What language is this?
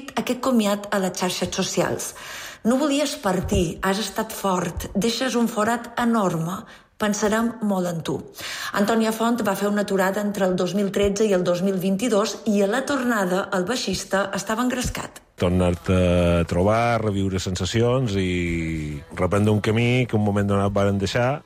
Catalan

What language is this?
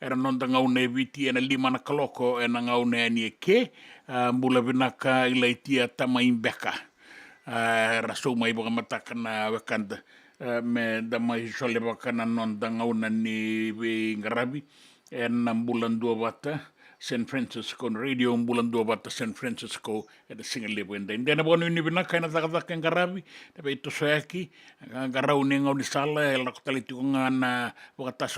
Fijian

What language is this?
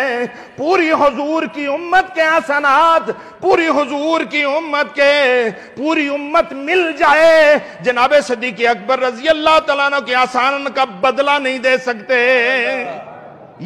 Urdu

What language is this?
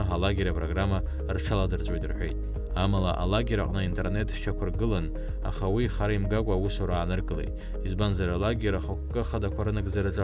Abkhazian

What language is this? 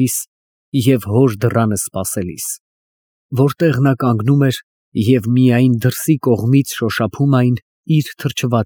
Armenian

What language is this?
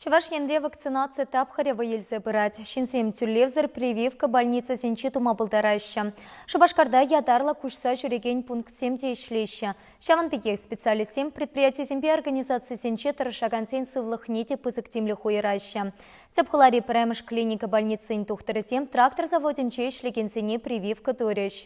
Chuvash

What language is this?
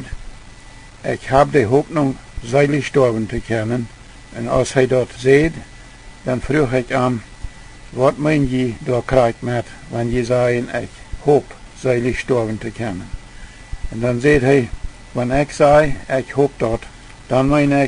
Plautdietsch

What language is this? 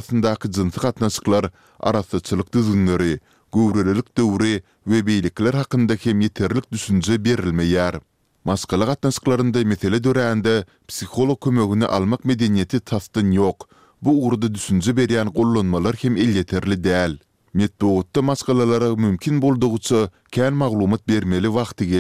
Turkmen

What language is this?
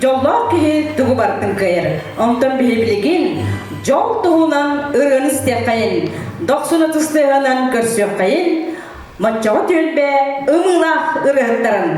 Yakut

